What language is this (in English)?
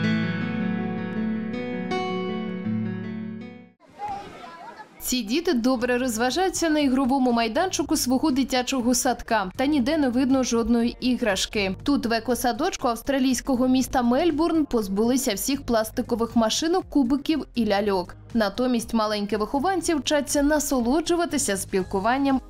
Ukrainian